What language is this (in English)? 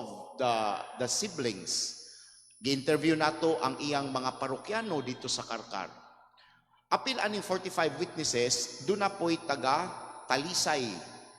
Cebuano